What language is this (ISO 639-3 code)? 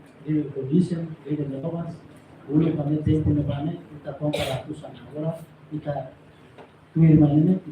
tet